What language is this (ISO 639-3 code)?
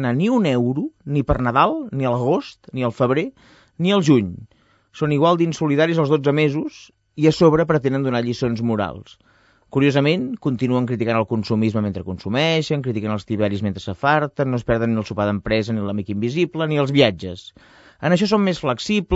cat